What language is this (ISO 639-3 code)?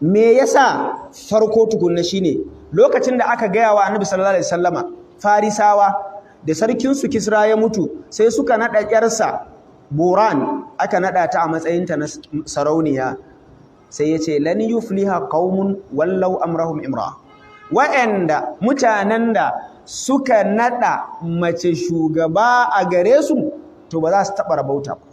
hau